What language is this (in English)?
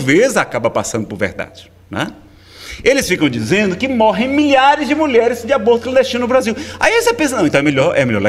Portuguese